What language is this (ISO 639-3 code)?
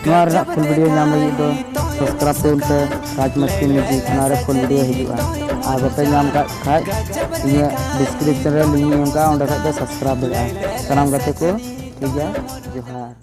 sat